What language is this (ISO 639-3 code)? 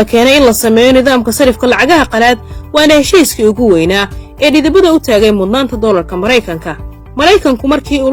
som